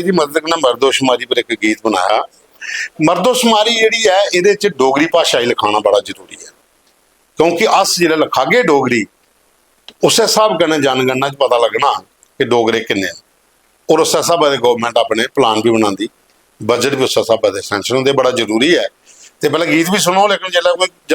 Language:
Dogri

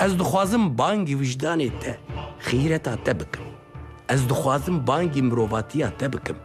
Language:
Kurdish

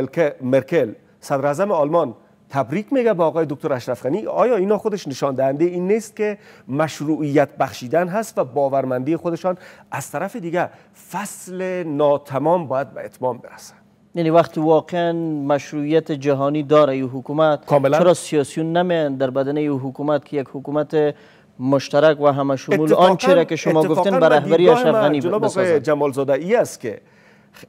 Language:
Persian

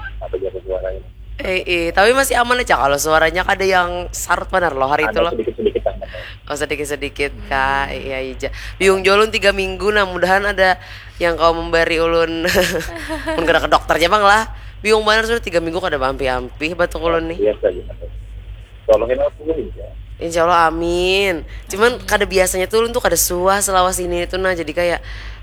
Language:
Banjar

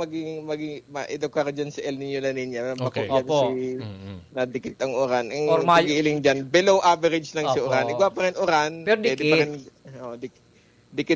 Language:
Bikol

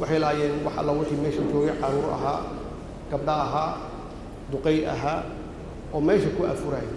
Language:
Somali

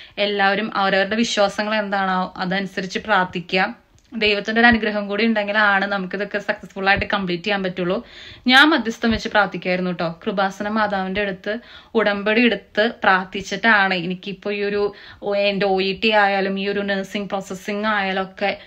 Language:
Malayalam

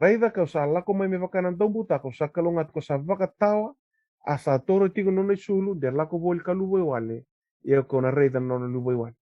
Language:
Fijian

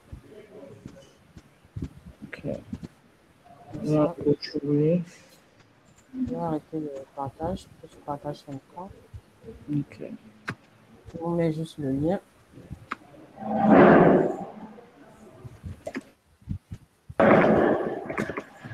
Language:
French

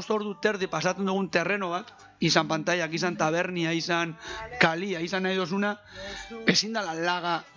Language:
Basque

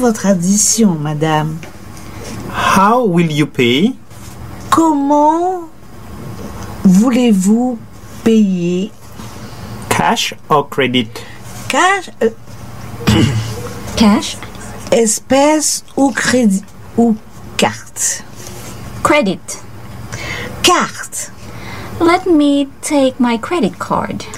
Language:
French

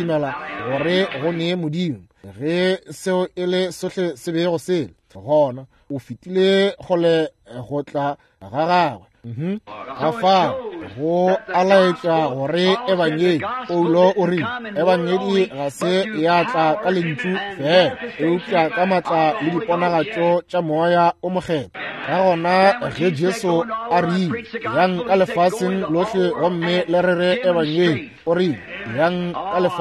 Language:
Northern Sotho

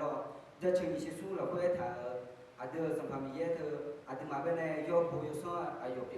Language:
Akha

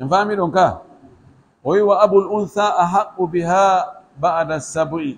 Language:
Pular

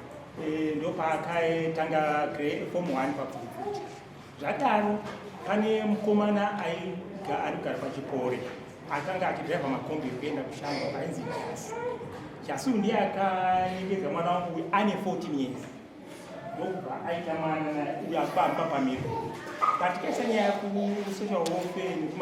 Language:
Shona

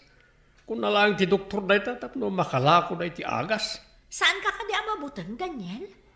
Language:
Iloko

